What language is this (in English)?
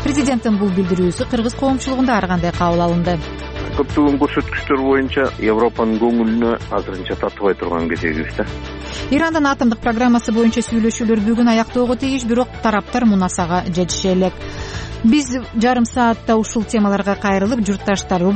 Kyrgyz